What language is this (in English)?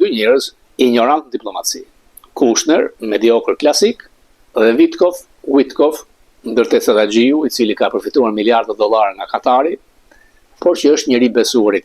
Albanian